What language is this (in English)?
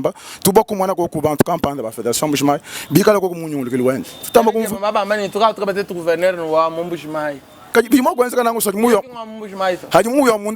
Luba-Lulua